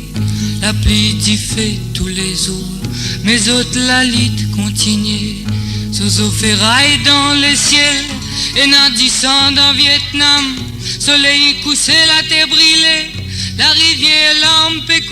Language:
Morisyen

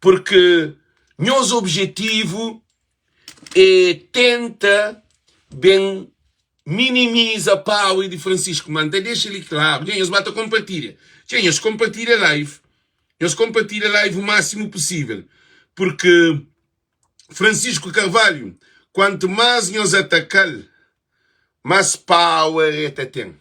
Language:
Kabuverdianu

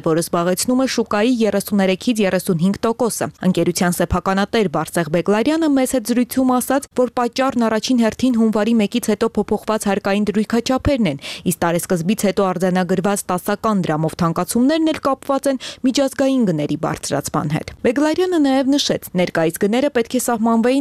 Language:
Armenian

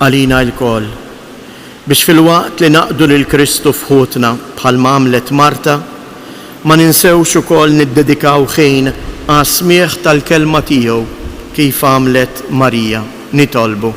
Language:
Maltese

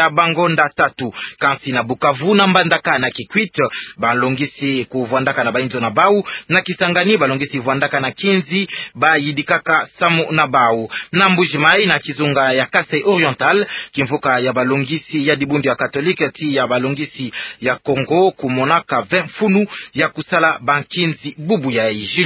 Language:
Kituba (Democratic Republic of Congo)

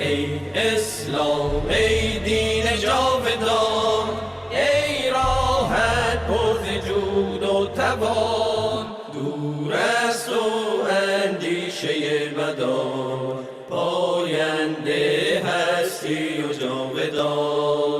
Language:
Persian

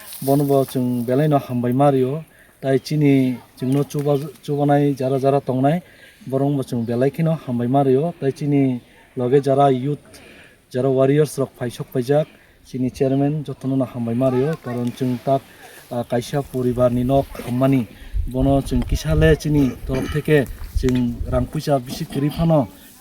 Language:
Kok Borok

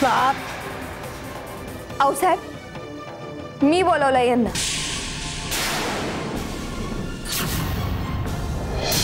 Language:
Marathi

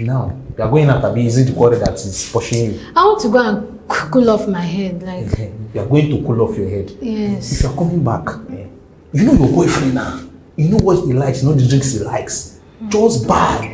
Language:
Nigerian Pidgin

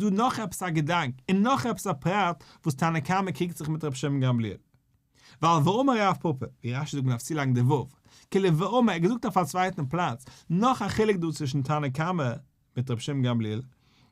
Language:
Yiddish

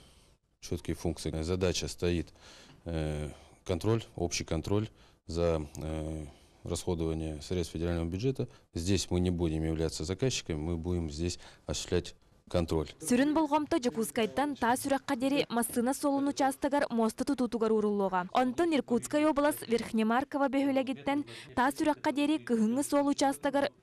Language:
Yakut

